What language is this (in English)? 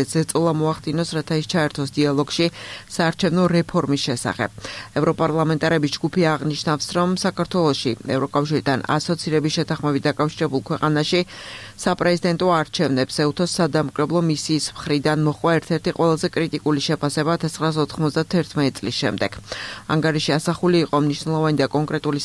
Georgian